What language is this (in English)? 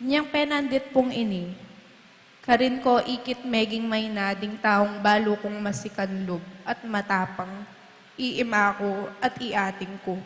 Pampanga